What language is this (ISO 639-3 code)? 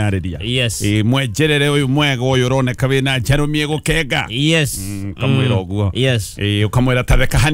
kik